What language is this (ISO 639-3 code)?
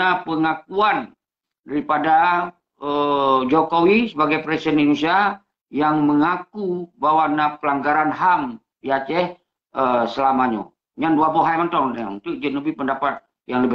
ace